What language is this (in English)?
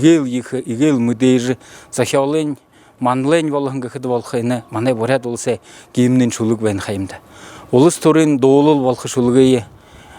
Buriat